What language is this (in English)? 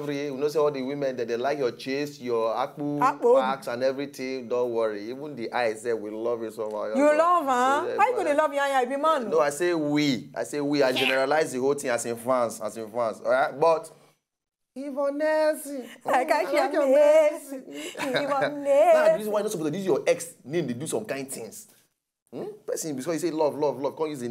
Nigerian Pidgin